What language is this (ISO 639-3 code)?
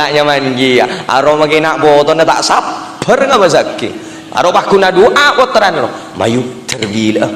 mad